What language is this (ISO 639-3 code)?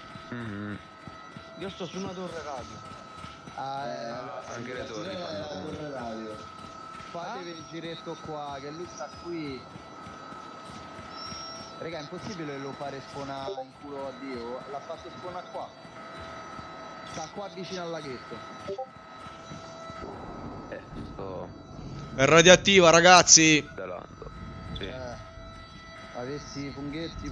ita